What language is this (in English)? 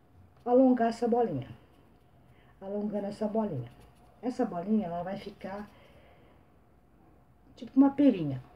Portuguese